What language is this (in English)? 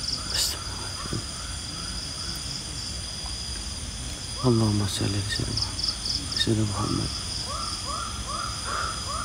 Malay